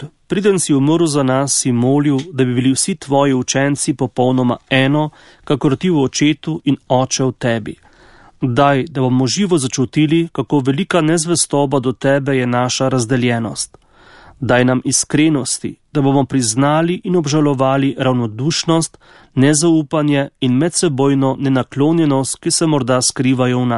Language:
Slovenian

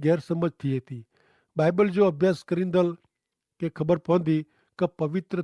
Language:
Kachhi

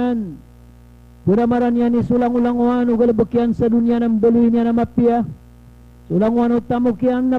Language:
Maranao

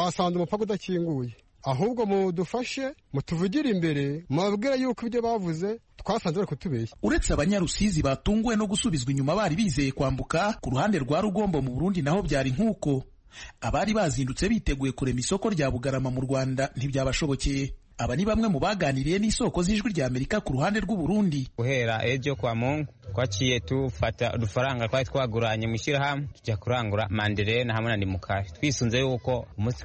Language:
Kinyarwanda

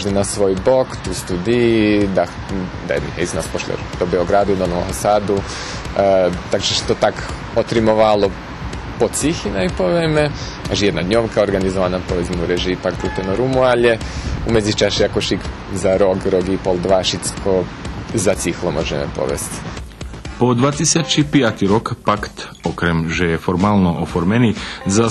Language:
Rusyn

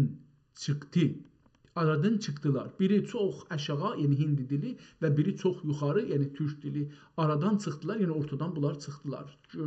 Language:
South Azerbaijani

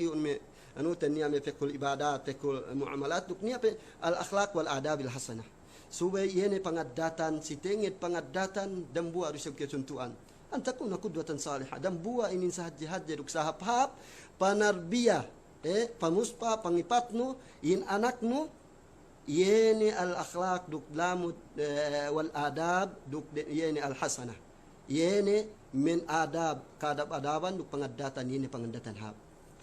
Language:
Yakan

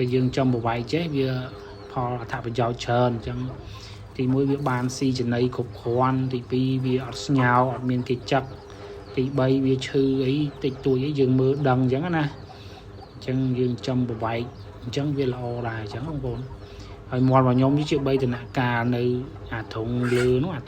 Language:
Khmer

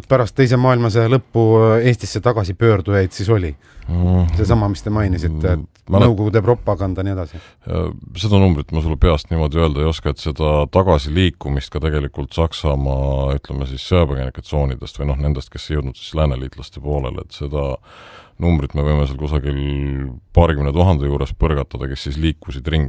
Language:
Estonian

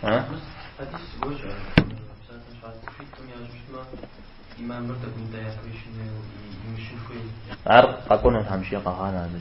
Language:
Kabardian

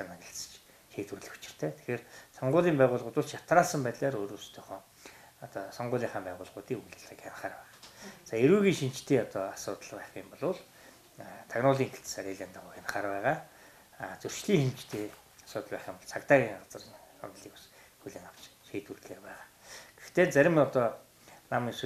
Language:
Mongolian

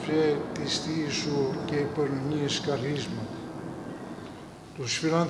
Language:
Greek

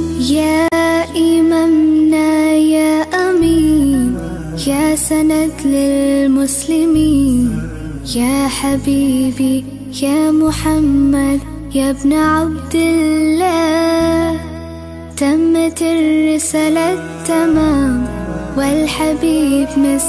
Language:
Arabic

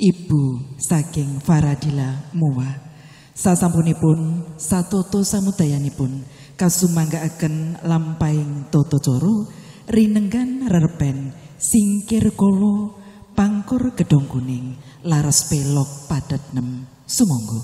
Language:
Javanese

